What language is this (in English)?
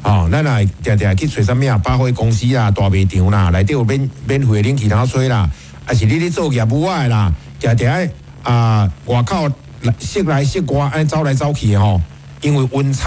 Min Nan Chinese